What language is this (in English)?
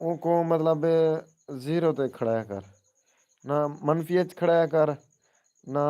Saraiki